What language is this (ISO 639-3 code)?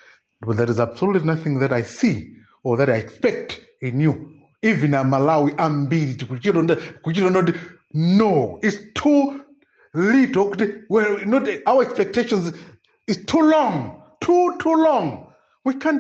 nya